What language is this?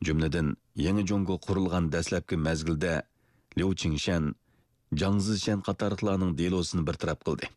Uyghur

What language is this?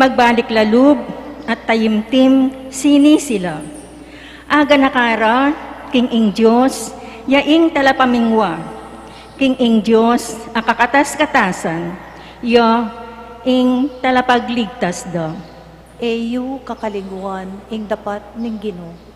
Pampanga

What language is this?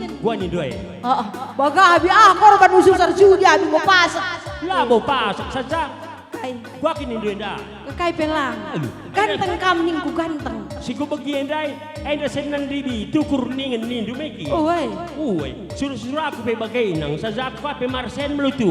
Batak Karo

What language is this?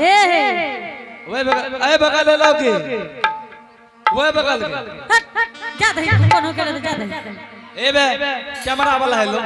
Angika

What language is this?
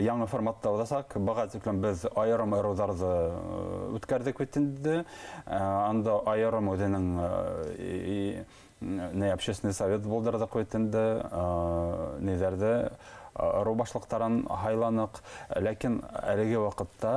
Bashkir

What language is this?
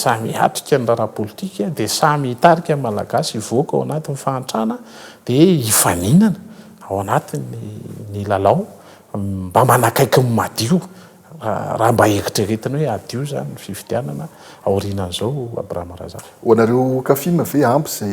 Malagasy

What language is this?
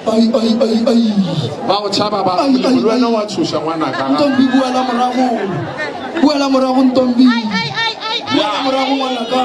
Northern Sotho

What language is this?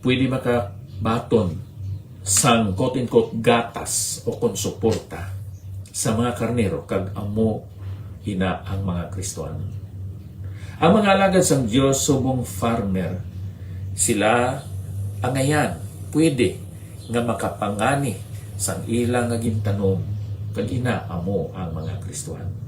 Hiligaynon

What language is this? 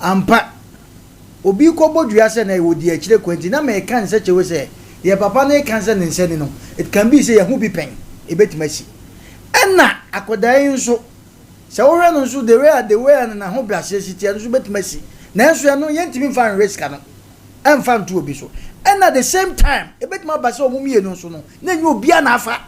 Akan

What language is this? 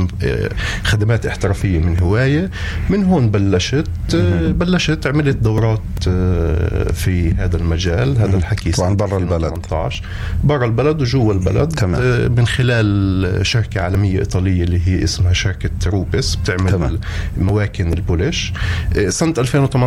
North Levantine Arabic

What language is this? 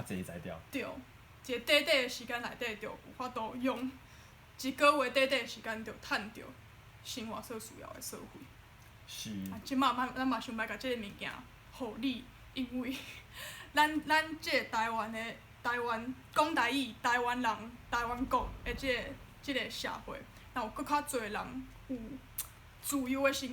Min Nan Chinese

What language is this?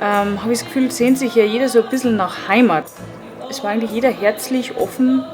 Bavarian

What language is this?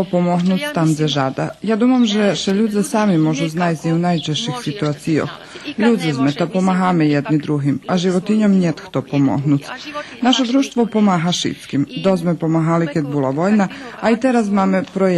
Rusyn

